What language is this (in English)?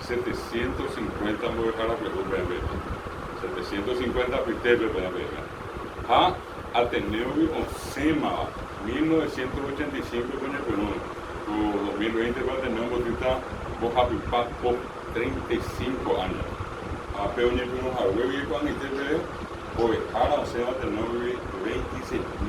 Guarani